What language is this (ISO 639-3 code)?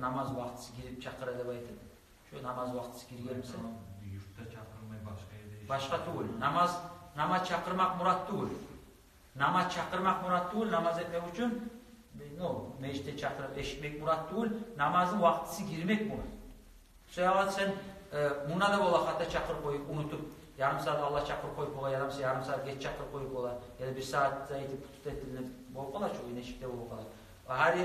kum